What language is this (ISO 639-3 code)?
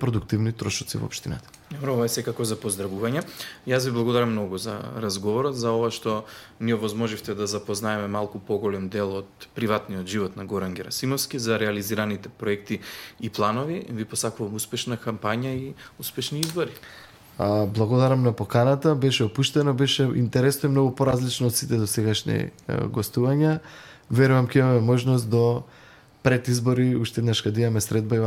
mkd